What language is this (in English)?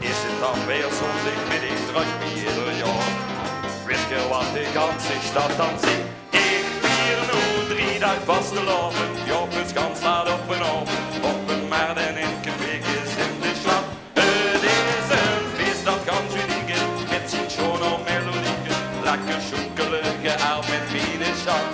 Limburgish